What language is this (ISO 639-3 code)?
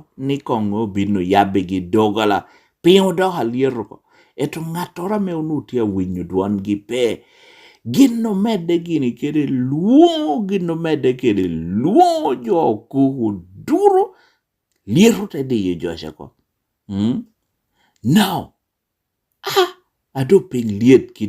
laj